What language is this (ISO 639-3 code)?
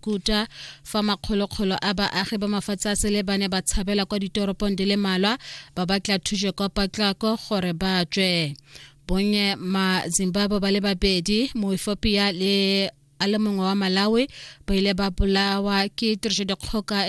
tsn